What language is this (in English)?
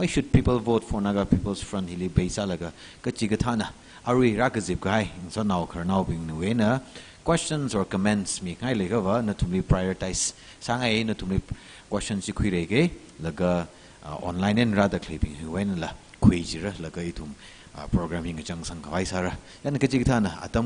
Tangkhul Naga (India)